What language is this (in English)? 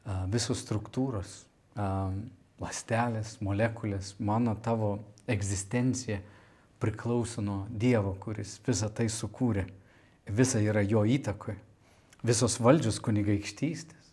Lithuanian